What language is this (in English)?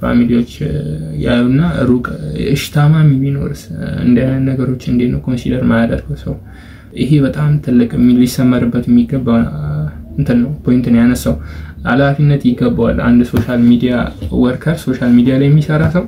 Amharic